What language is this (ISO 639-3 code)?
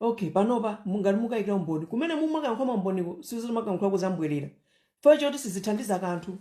nya